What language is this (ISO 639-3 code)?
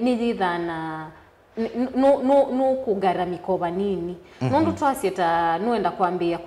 kam